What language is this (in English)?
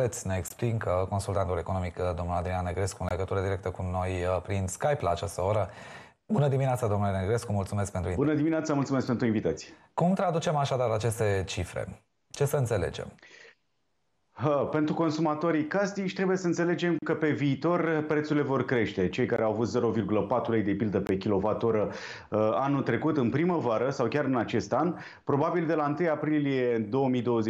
Romanian